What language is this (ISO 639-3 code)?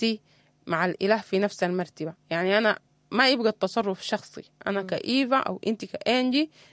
apd